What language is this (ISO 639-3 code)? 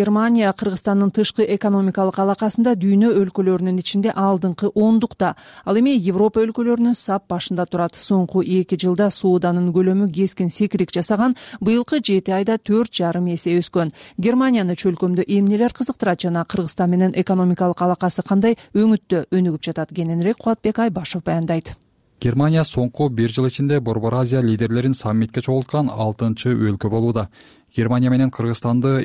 kir